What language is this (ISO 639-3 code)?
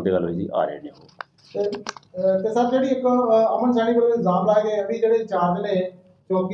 pan